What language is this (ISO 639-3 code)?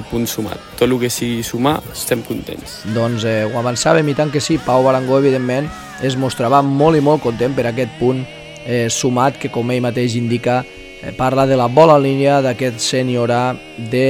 cat